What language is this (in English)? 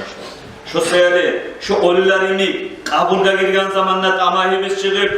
Kumyk